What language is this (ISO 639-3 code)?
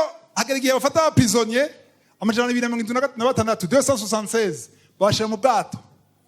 run